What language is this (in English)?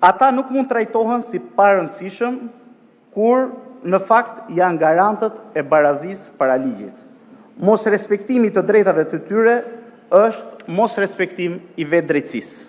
Albanian